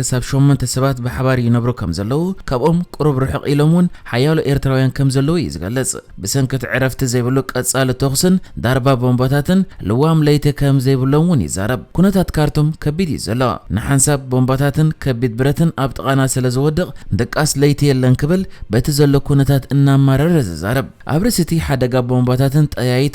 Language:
Tigrinya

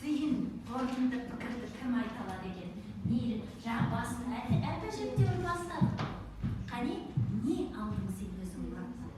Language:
Kazakh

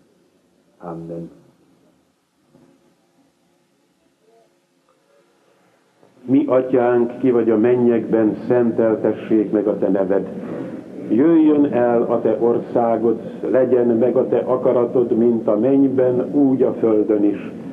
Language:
Hungarian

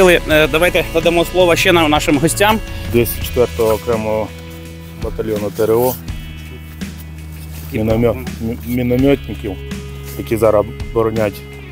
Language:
Ukrainian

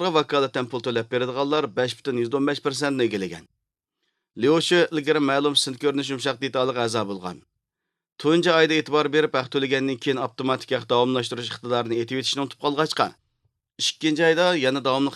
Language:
Uyghur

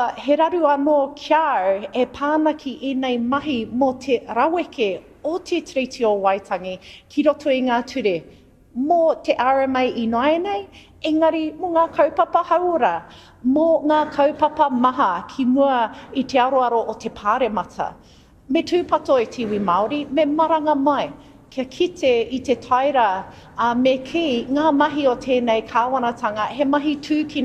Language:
Māori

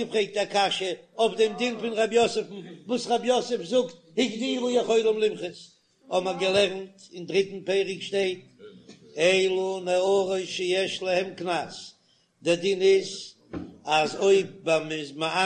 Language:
Yiddish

